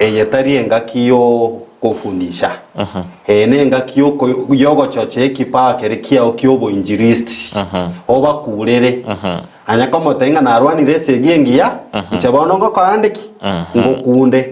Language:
Gusii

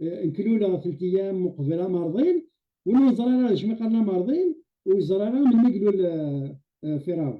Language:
Kabyle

